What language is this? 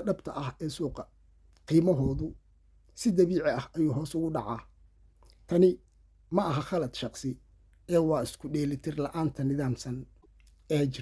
Somali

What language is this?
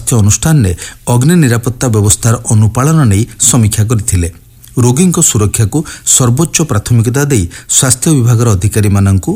Odia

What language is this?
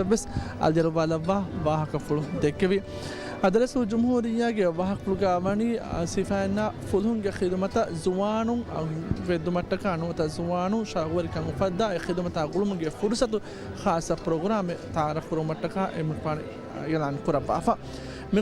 Divehi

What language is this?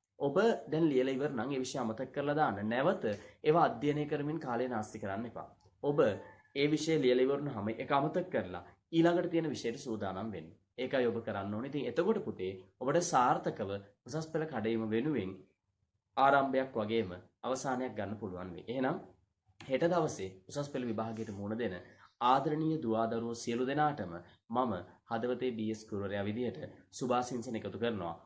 Sinhala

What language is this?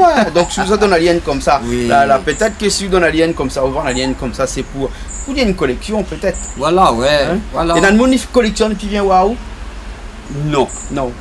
Réunion Creole French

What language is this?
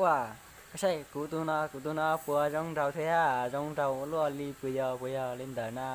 Hmong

